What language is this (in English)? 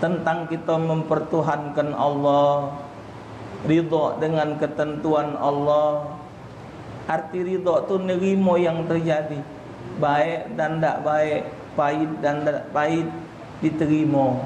Musi